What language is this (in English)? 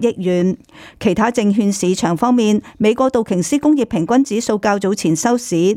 Cantonese